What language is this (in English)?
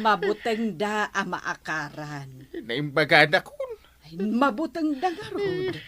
Iloko